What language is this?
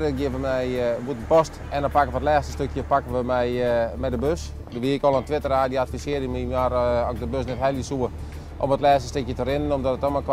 Western Frisian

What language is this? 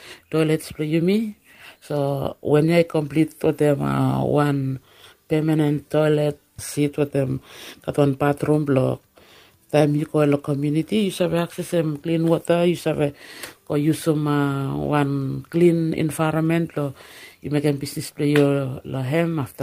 Bislama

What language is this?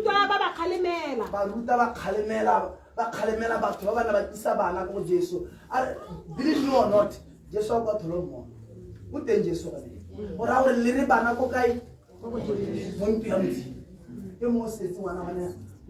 Tswana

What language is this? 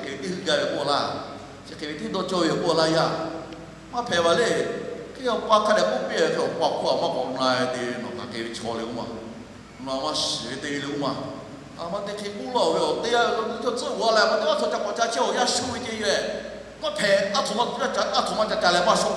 Lahu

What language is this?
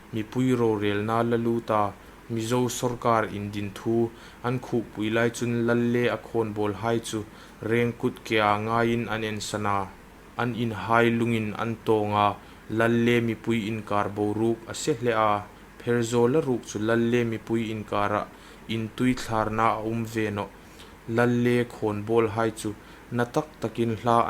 Hmar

